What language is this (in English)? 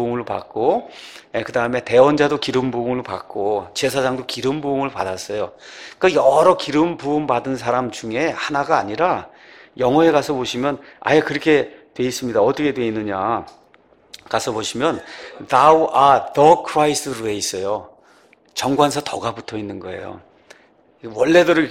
Korean